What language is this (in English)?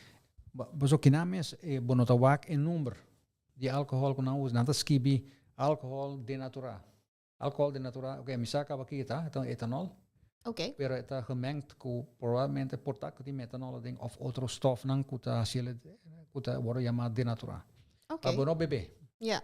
Papiamento